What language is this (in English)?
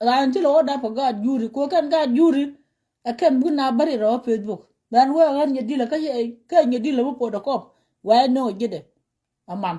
Nuer